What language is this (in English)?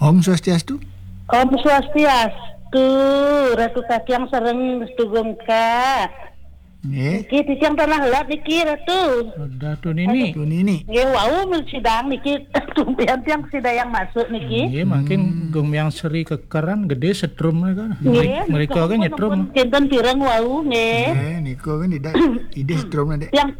Balinese